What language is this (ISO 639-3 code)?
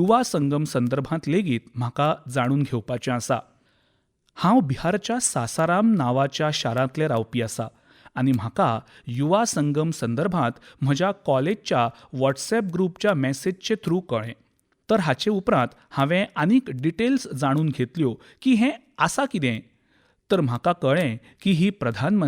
kok